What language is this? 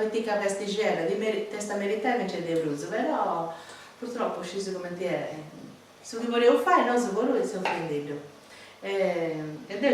Sardinian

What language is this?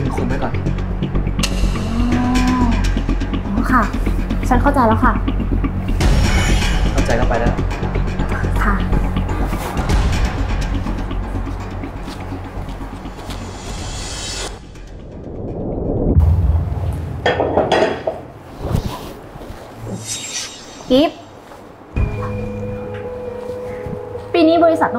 Thai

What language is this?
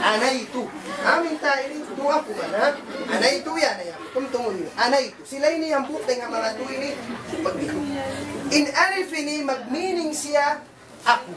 Tausug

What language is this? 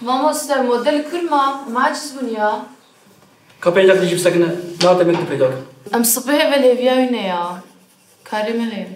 Kurdish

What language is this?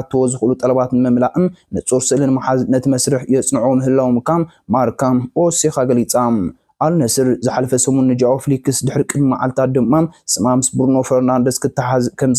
Tigrinya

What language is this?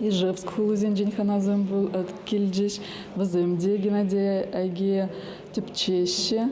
Chuvash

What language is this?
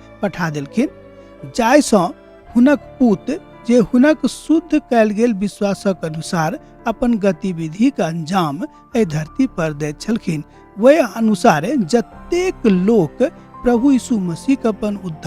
Maithili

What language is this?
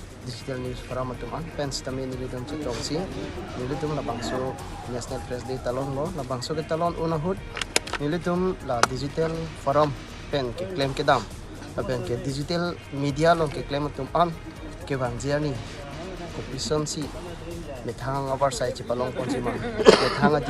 Karbi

